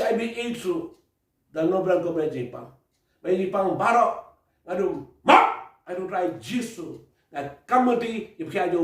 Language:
Khasi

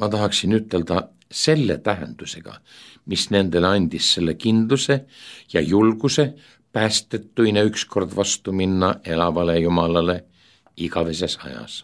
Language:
Estonian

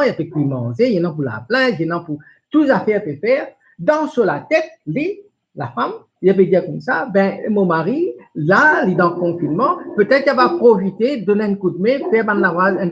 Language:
Morisyen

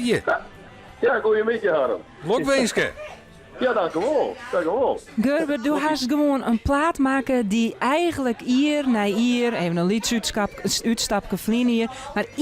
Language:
Western Frisian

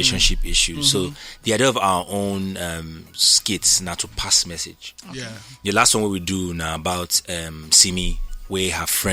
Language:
Nigerian Pidgin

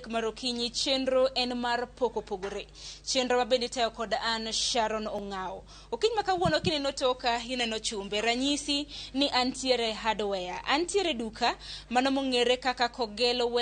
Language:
Luo (Kenya and Tanzania)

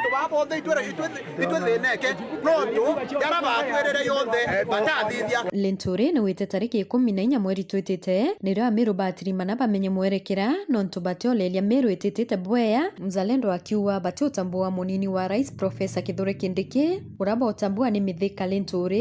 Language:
Meru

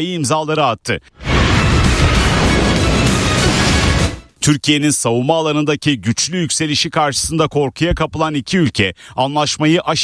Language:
Turkish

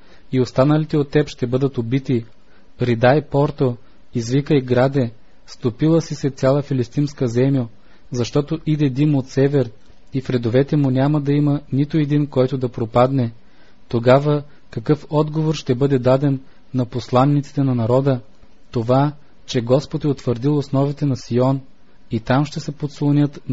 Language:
Bulgarian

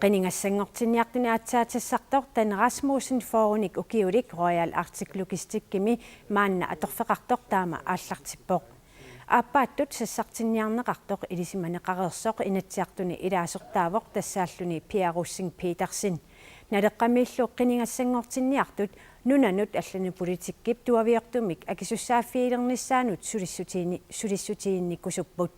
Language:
Kalaallisut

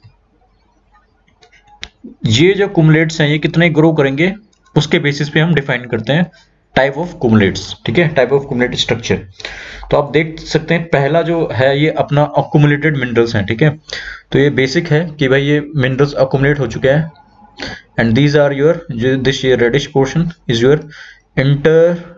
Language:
Hindi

